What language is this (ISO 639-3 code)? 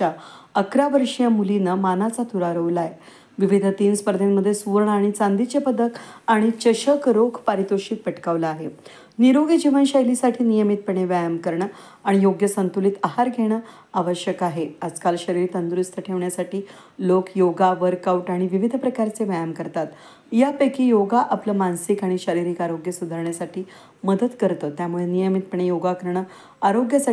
mar